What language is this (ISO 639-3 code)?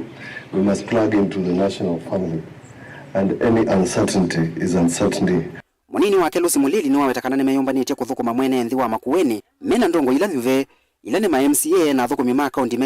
kam